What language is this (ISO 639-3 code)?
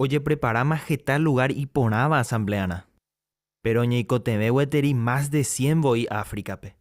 grn